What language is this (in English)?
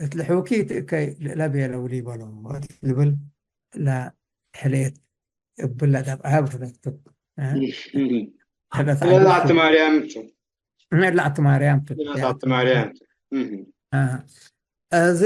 Tigre